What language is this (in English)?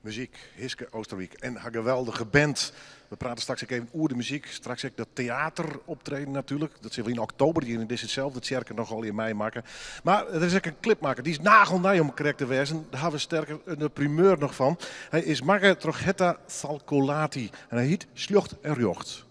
Western Frisian